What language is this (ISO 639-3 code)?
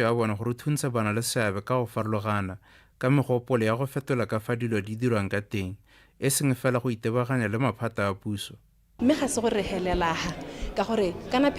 tsn